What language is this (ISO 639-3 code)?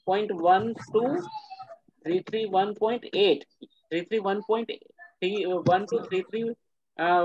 hin